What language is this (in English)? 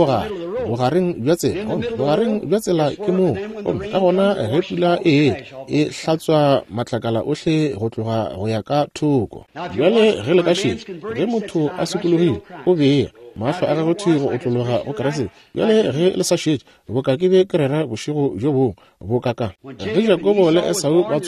Northern Sotho